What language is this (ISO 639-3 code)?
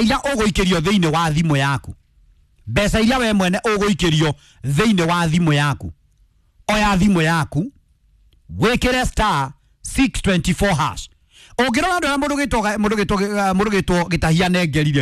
kik